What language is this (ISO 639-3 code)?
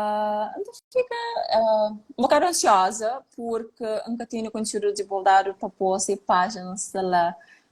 kea